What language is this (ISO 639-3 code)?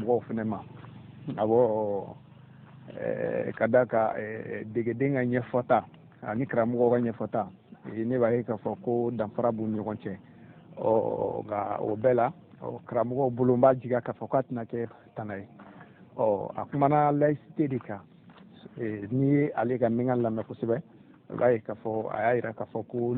bam